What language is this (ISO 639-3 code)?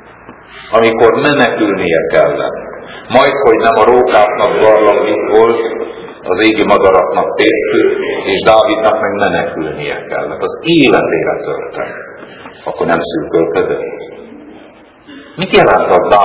hun